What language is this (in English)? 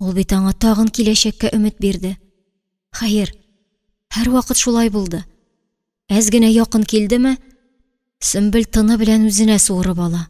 Tatar